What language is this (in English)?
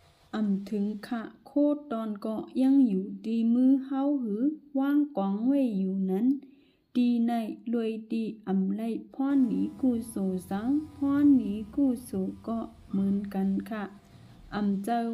Shan